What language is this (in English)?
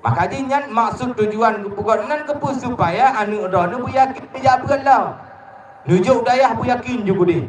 Achinese